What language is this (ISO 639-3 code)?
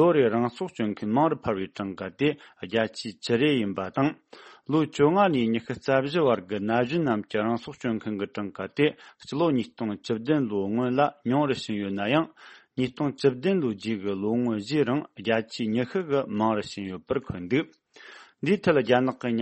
bod